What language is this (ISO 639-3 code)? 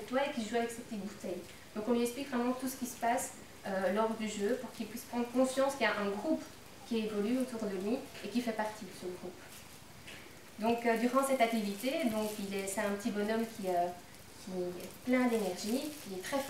fra